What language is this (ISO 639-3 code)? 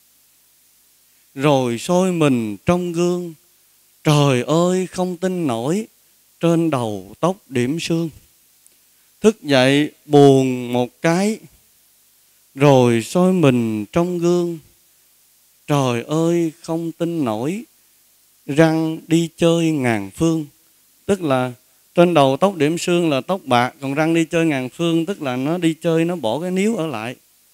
vie